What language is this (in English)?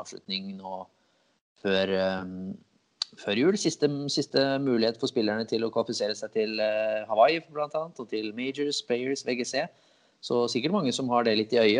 Norwegian